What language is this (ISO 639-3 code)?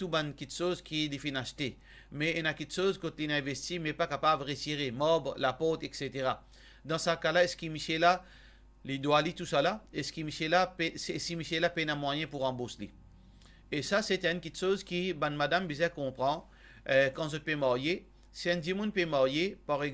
mfe